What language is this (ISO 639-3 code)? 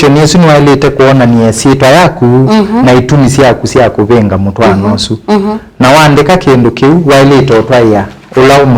kam